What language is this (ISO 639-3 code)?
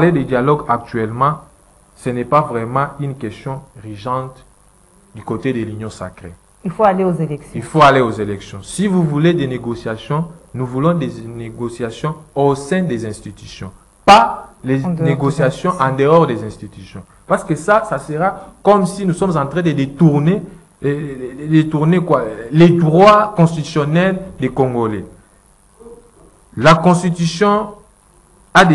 fra